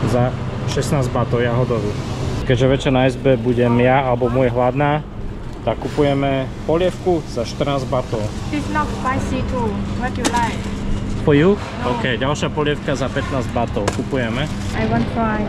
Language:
Slovak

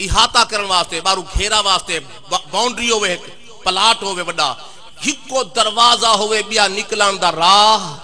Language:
Saraiki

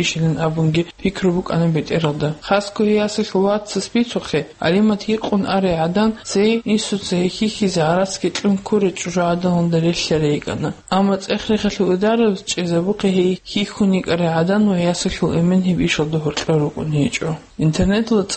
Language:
Avaric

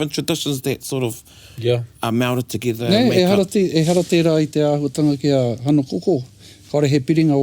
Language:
Māori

